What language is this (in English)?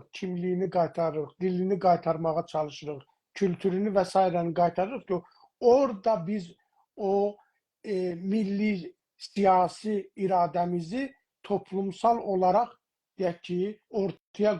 South Azerbaijani